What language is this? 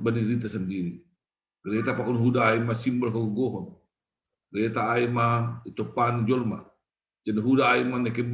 Batak Simalungun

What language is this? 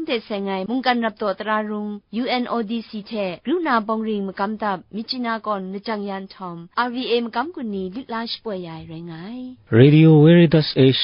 Kachin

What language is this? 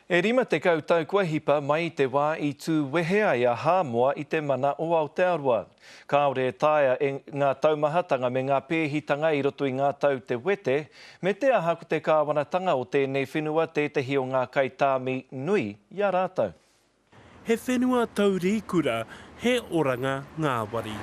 Māori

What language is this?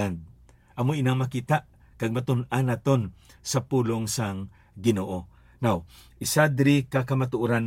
Hiligaynon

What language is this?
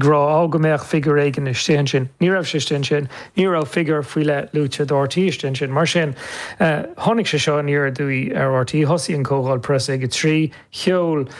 Irish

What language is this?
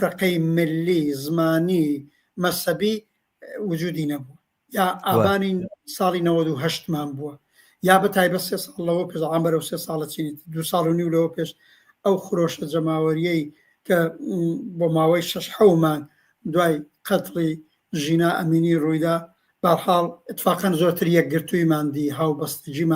Central Kurdish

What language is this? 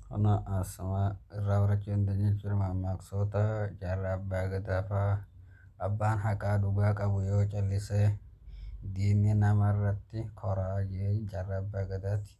Oromo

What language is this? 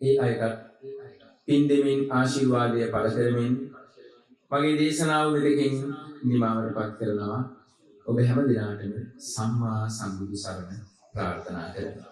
Sinhala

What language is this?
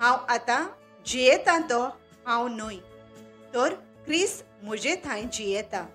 Konkani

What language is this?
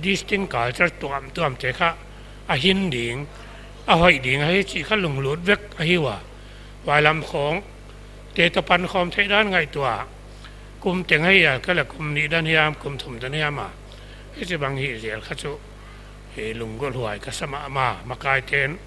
Paite Chin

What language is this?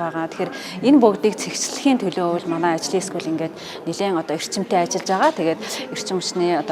Mongolian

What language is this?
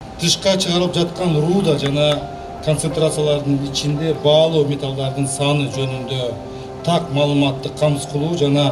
Kyrgyz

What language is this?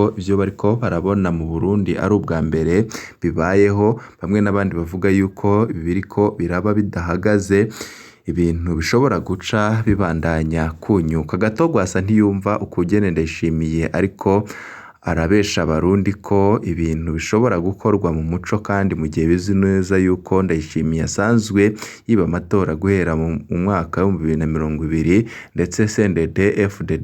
Rundi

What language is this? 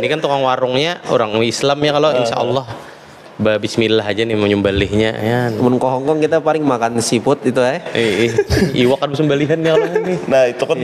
Banjar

